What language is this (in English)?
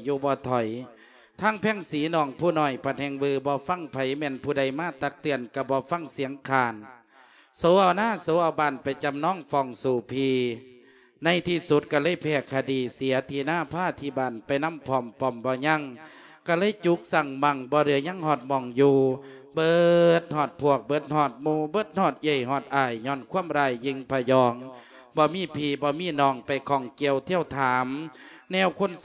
Lao